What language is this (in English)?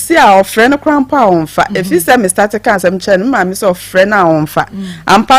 Akan